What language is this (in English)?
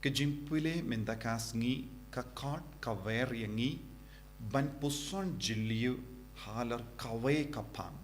Khasi